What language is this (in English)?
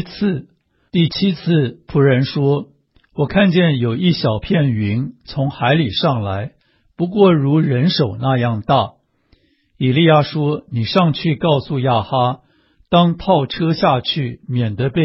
Chinese